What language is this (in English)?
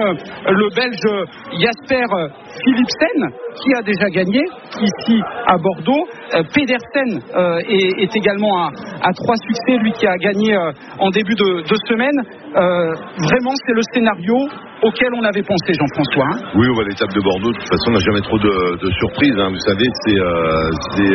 French